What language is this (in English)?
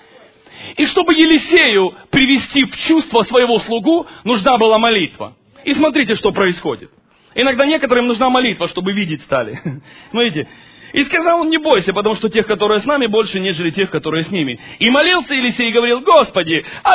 Russian